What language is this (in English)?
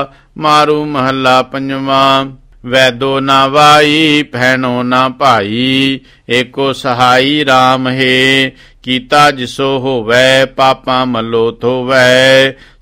Punjabi